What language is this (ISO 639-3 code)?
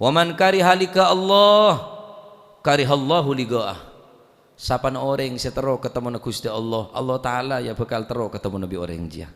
mad